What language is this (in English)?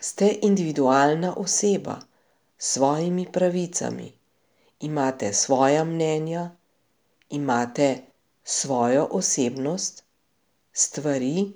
Slovenian